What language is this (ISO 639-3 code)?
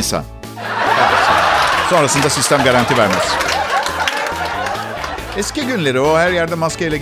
tur